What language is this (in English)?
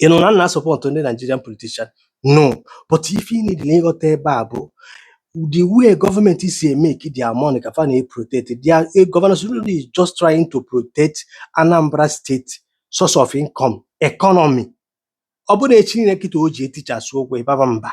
Igbo